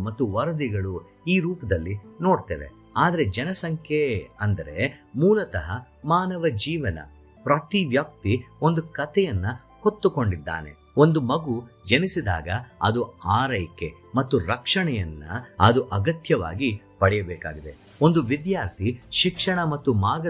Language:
Kannada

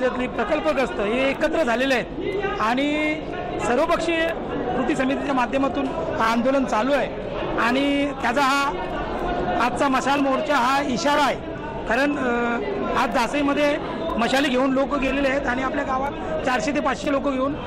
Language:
Marathi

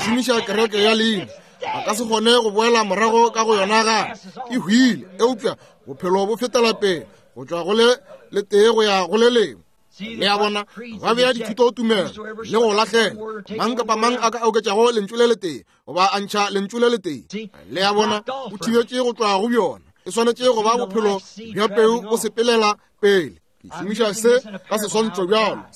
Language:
Northern Sotho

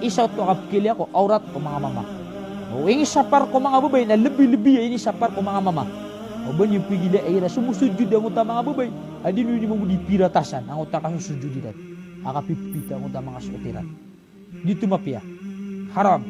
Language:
Maranao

